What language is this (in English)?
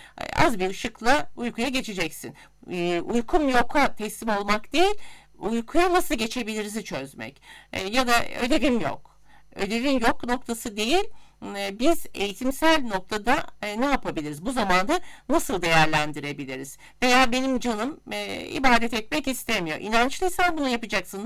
Turkish